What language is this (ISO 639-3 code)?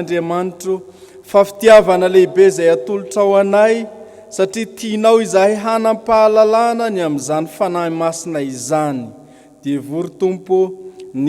mlg